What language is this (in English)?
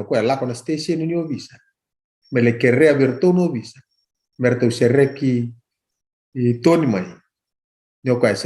Fijian